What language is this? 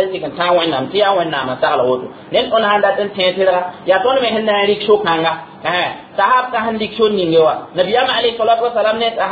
Mossi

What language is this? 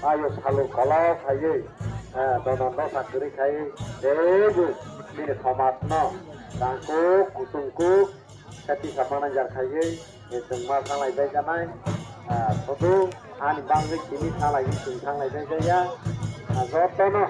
Kok Borok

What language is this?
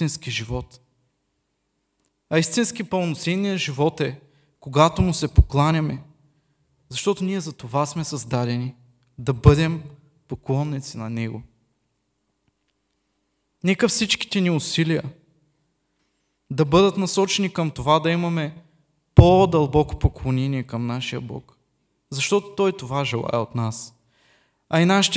Bulgarian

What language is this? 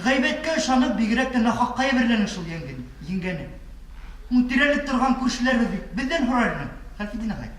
Bashkir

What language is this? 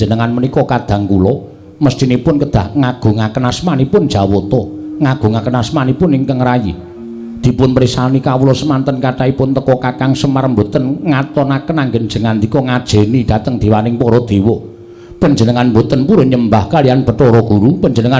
Javanese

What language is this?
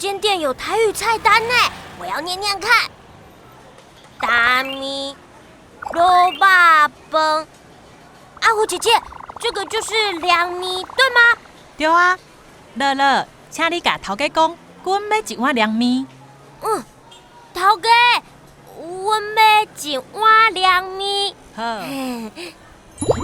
Min Nan Chinese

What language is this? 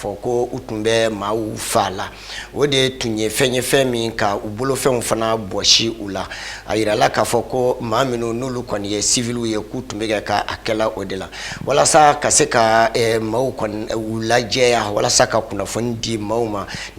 Bambara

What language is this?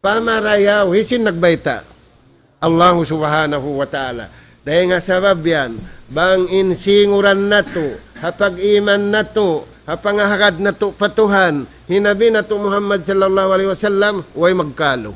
Tausug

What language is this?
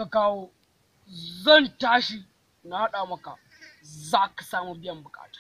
Hausa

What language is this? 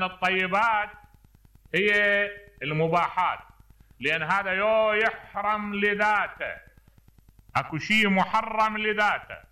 Mesopotamian Arabic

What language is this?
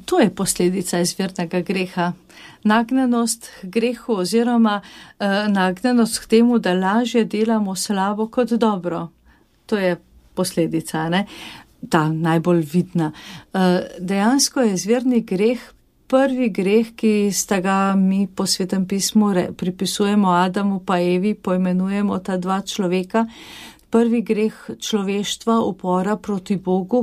Slovenian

